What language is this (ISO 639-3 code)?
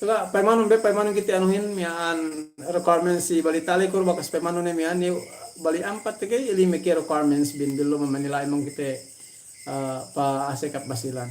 yka